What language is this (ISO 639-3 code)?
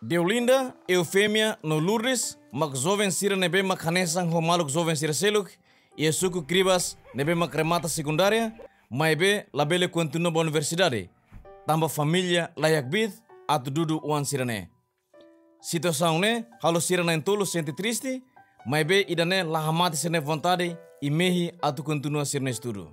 tet